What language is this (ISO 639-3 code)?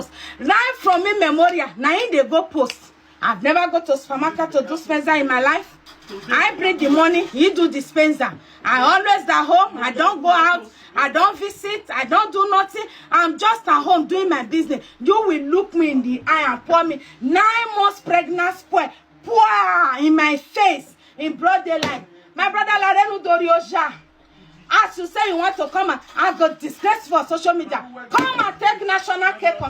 pcm